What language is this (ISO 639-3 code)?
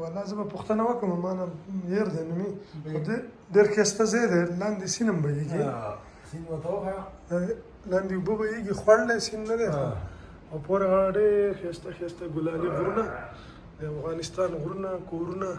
pus